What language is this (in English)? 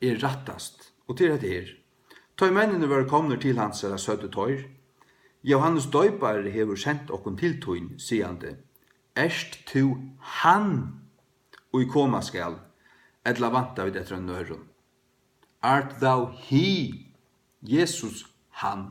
Faroese